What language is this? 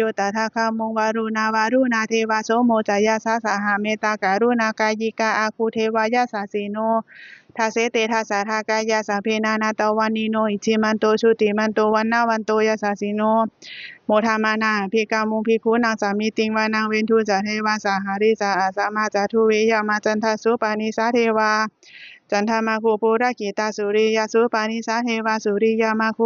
Pali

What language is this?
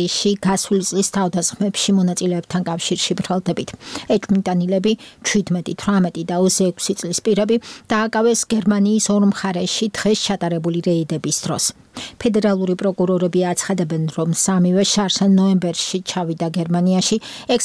Georgian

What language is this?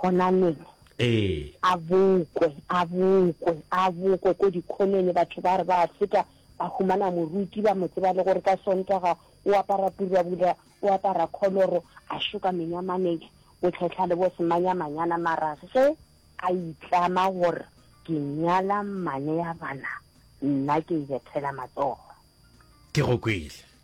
Northern Sotho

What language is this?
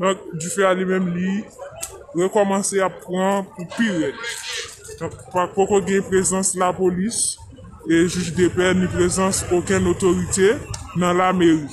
Haitian Creole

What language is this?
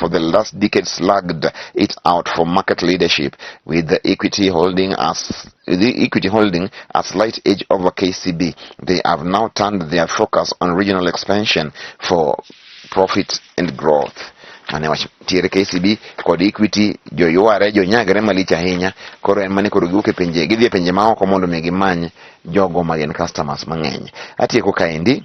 Luo (Kenya and Tanzania)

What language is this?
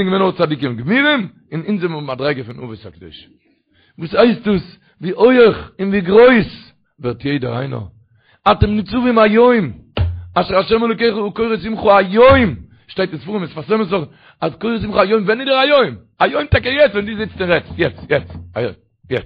Yiddish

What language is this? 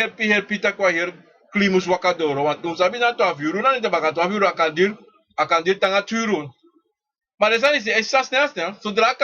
Sranan Tongo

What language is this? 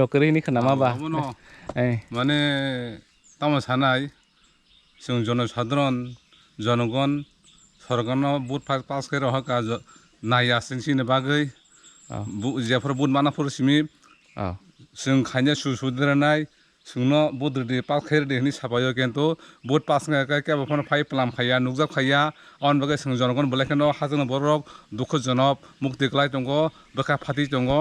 Kok Borok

